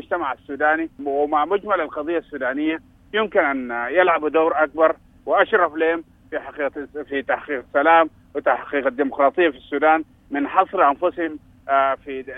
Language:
Sudanese Arabic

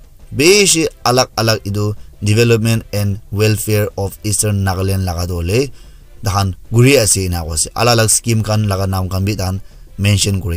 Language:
Naga Pidgin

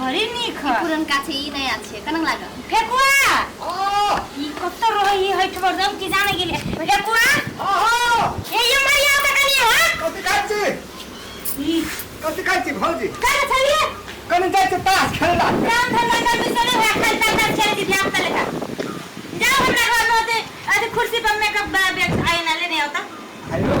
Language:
Maithili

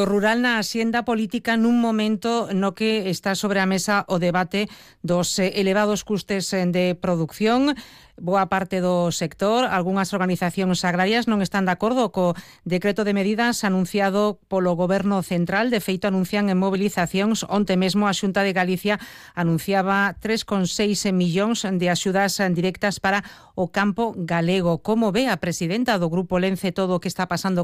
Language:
Galician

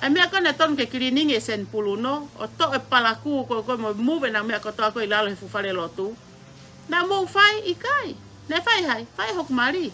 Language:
Tongan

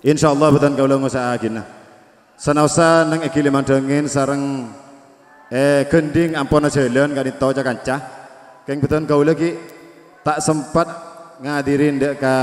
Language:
Madurese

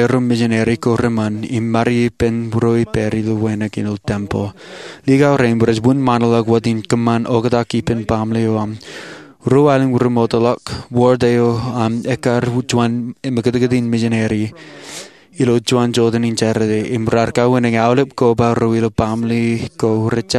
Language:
Marshallese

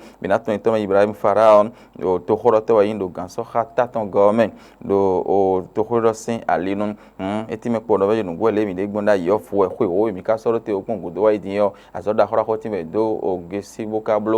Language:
Fon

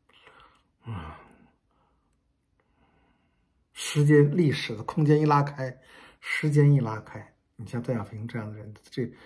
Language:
Chinese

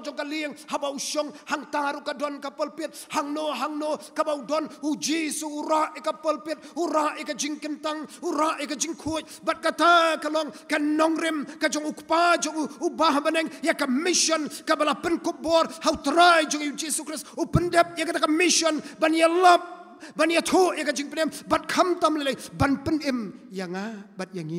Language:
Khasi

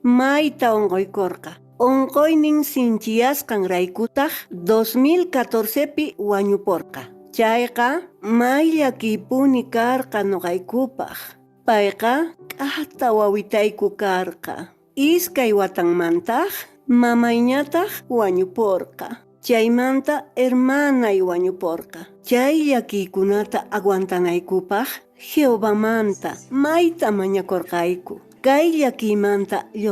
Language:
Quechua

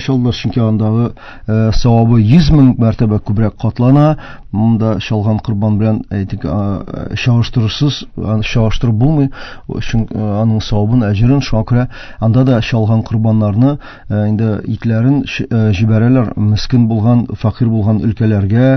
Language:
Tatar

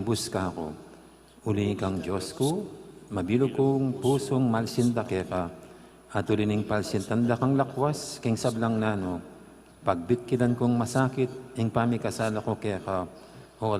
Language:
Pampanga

